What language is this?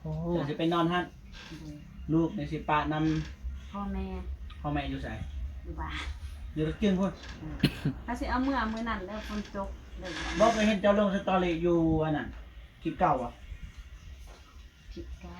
Northeastern Thai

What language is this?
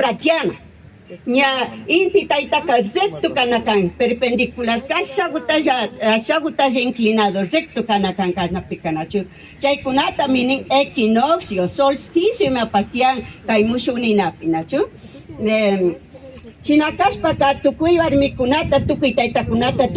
Imbabura Highland Quichua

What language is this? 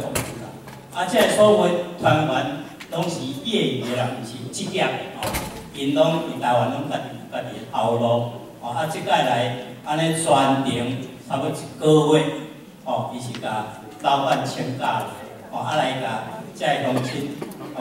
Min Nan Chinese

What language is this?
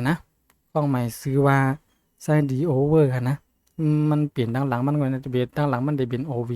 Shan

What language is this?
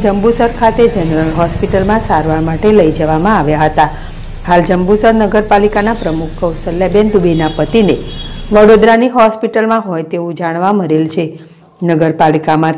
Gujarati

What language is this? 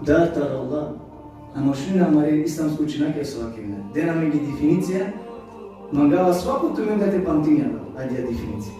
Balkan Romani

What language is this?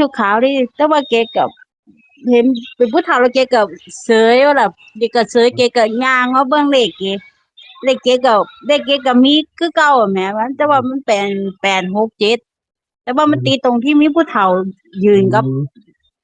Northeastern Thai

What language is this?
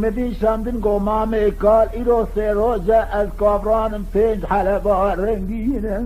Kurdish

